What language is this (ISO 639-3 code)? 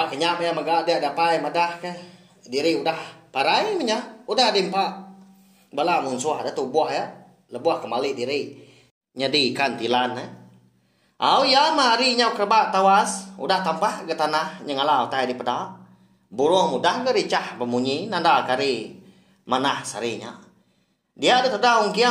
iba